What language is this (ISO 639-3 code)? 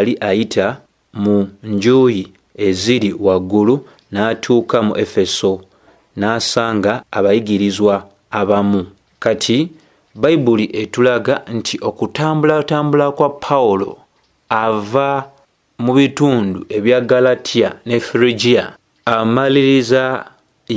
lug